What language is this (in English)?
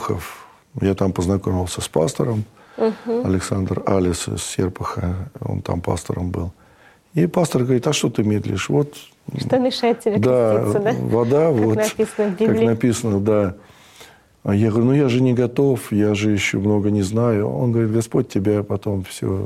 Russian